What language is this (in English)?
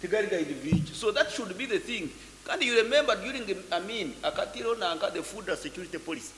Nyankole